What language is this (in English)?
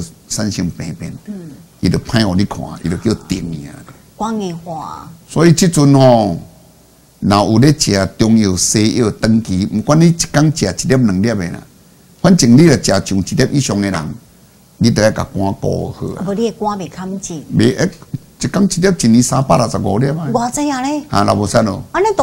Min Nan Chinese